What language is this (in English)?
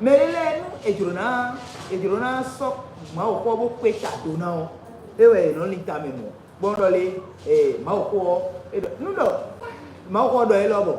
Fon